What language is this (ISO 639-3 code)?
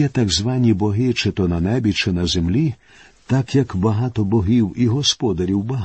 ukr